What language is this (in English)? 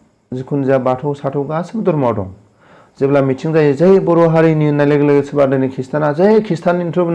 Bodo